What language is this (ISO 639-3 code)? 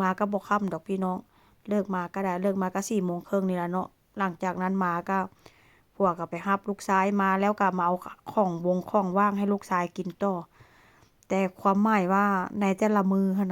tts